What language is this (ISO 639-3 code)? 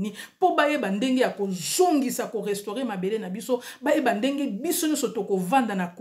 lin